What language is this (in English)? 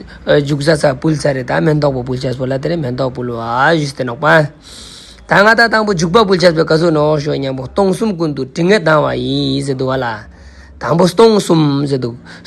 Ladakhi